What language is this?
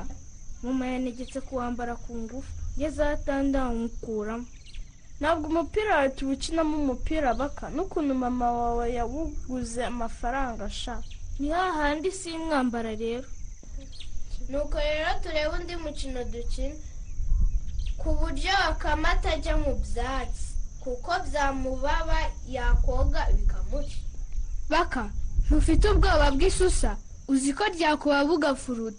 Kinyarwanda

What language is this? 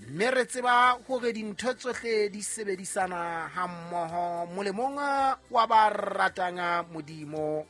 Southern Sotho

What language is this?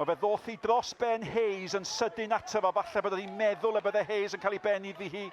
Welsh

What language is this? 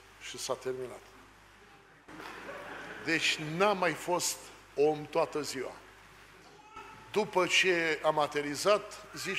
Romanian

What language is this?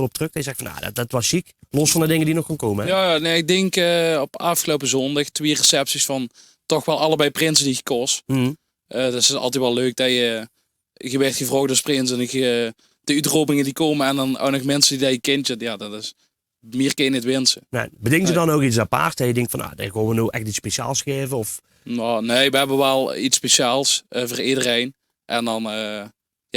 Limburgish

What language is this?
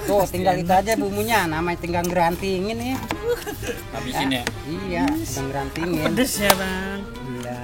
Betawi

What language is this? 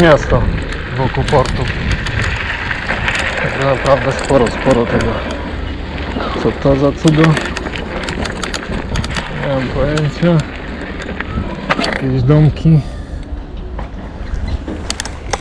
Polish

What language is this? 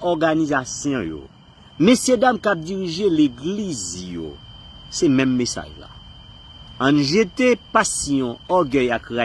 Haitian Creole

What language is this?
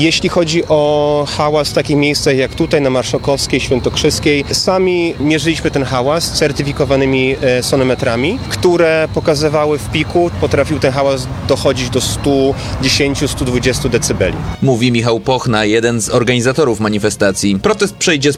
Polish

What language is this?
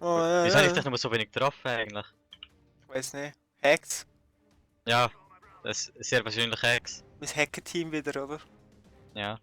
Swiss German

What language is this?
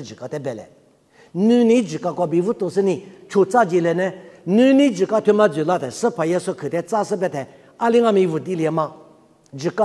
Lisu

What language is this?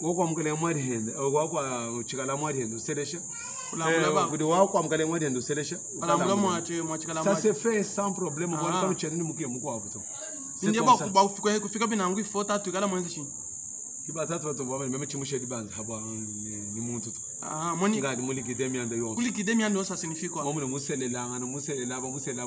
Luba-Lulua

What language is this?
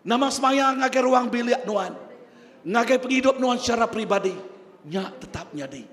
Iban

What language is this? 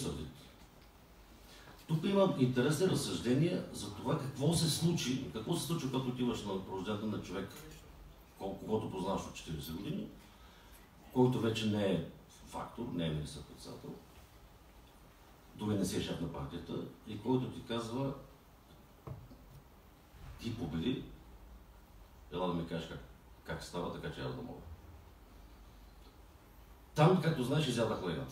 Bulgarian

